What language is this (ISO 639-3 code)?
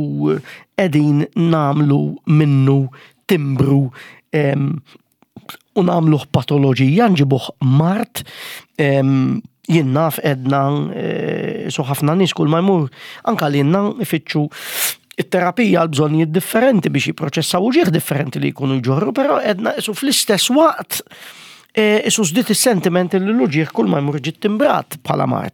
mlt